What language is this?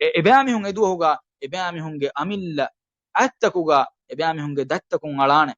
Divehi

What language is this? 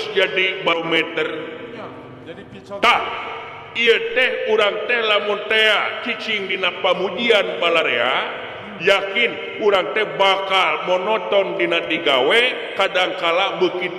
Sundanese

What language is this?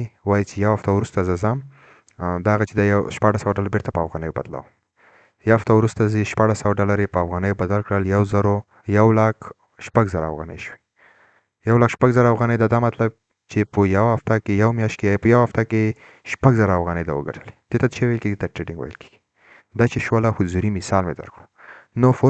Pashto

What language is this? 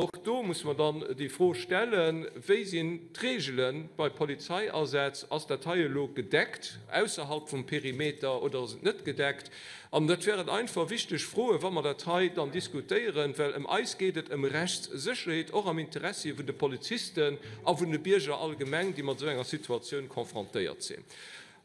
Luxembourgish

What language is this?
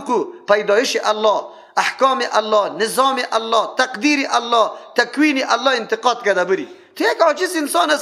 Persian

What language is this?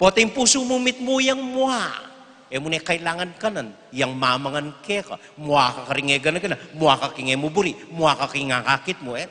Pampanga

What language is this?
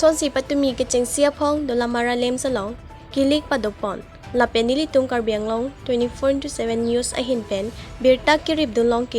Karbi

